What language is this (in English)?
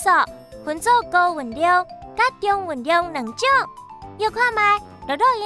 Min Nan Chinese